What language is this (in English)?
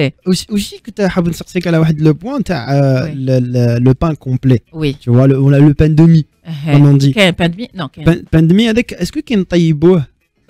Algerian Arabic